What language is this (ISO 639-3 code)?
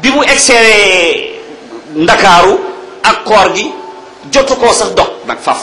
wol